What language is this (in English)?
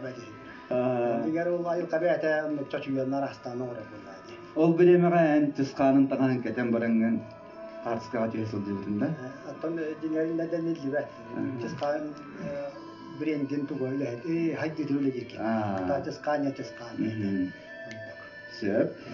Yakut